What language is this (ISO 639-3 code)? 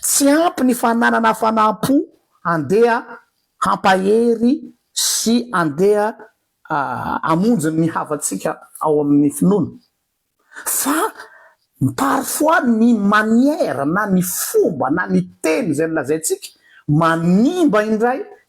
mlg